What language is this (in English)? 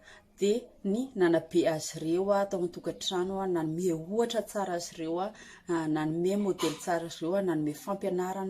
Malagasy